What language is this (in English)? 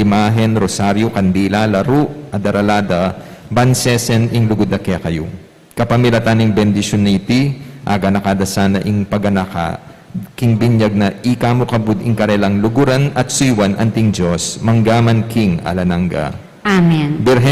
Pampanga